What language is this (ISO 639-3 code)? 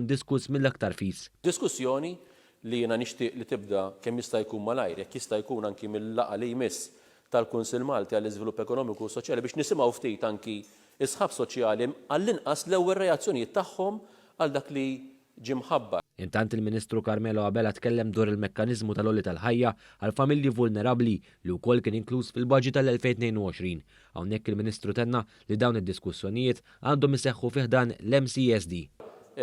mlt